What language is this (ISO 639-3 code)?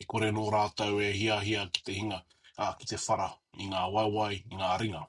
mri